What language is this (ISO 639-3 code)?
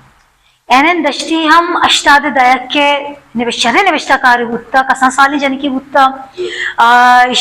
bal